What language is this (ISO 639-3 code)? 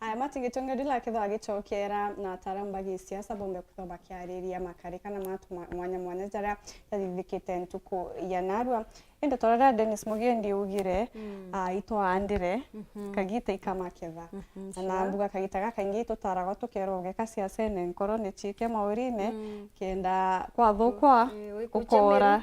mer